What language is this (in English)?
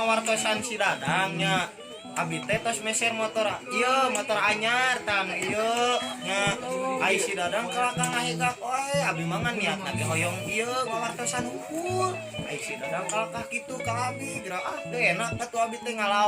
Sundanese